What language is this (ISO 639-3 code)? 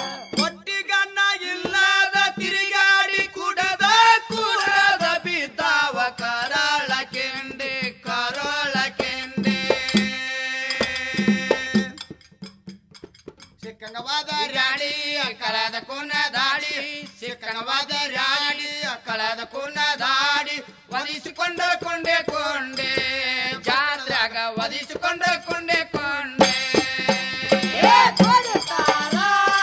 kan